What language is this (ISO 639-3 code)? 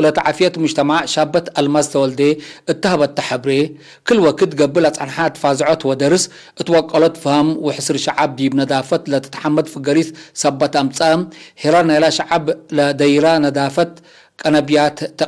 tig